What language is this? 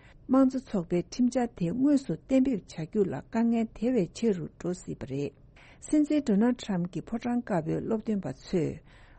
Tibetan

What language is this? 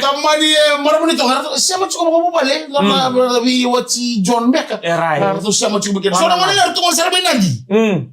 Fijian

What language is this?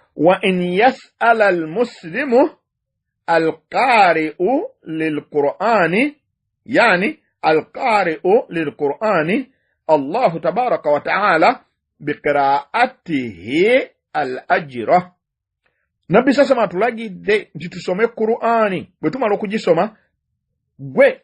Ganda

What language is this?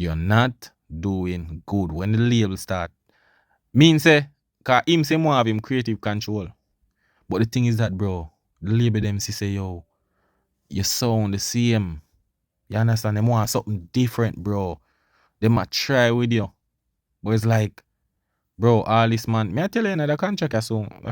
Jamaican Creole English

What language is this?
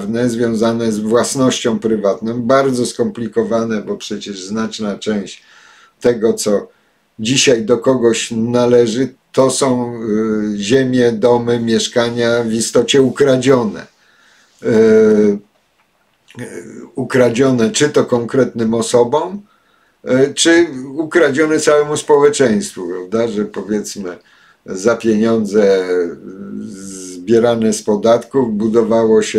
Polish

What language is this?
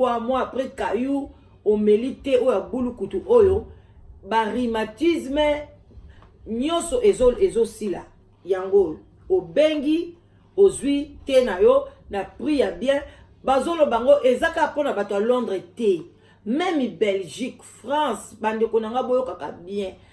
Lingala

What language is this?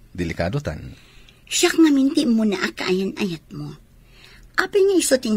Iloko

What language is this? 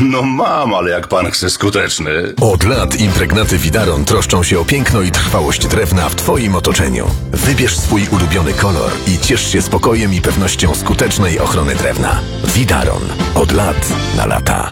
Polish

